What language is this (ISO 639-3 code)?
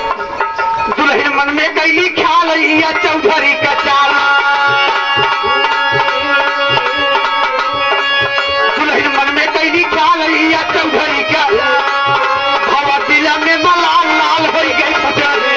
bho